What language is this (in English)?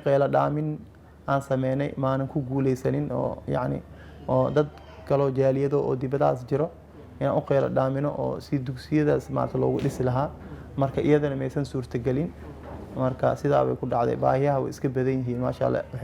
Somali